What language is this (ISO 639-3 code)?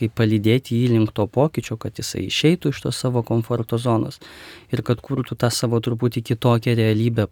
lit